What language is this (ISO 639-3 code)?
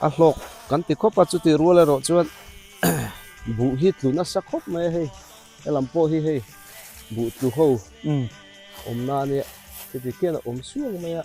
biu